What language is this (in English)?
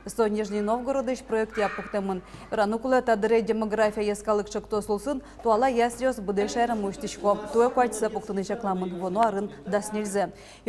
Udmurt